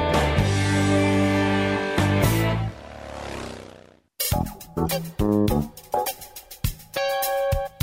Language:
Hungarian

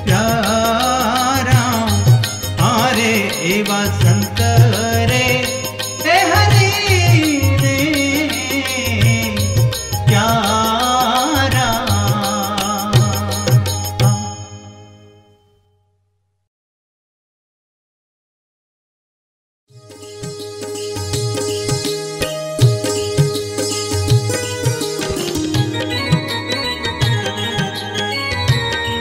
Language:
Gujarati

